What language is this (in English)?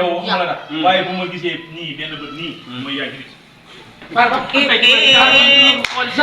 Wolof